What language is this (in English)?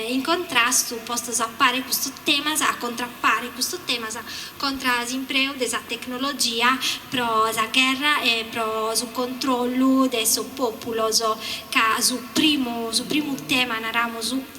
Sardinian